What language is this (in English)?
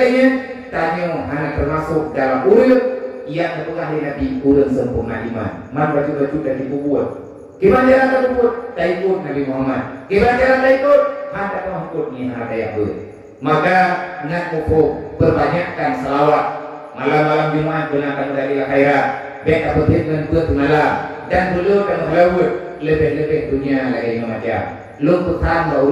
Achinese